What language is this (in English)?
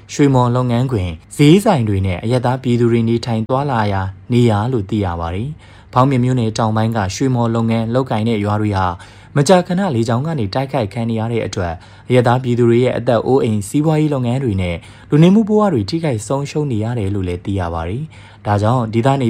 Burmese